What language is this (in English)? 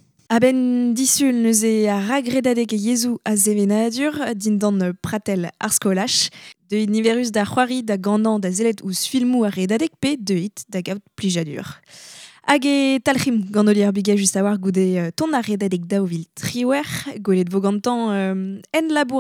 Breton